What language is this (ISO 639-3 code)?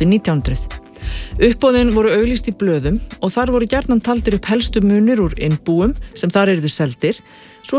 isl